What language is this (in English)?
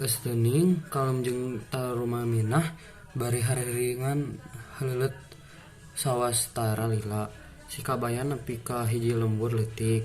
Sundanese